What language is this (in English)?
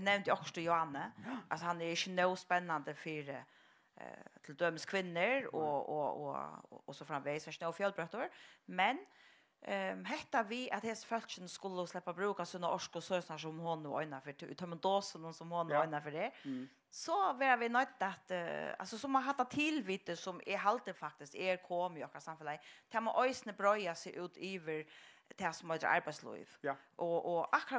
Faroese